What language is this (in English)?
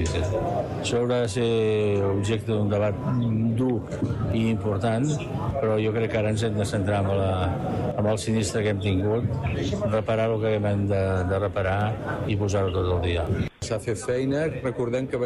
Catalan